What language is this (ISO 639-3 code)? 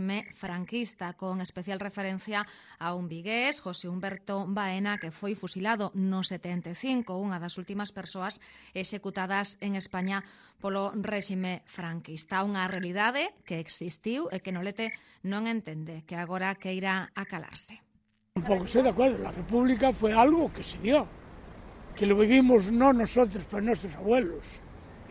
glg